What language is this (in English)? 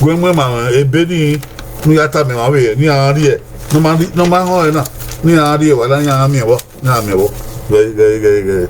Bini